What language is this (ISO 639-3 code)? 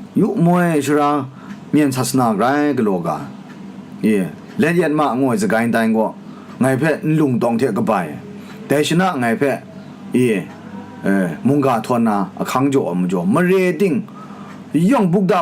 kac